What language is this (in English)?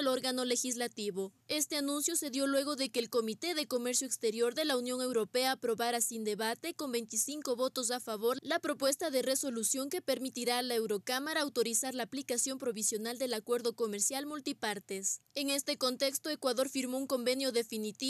Spanish